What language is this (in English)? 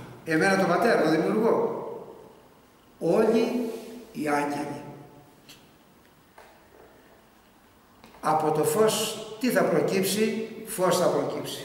Greek